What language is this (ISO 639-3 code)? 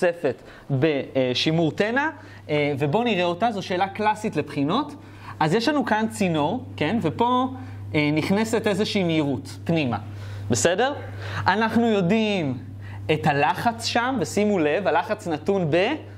heb